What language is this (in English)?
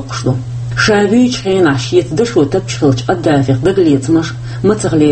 Chechen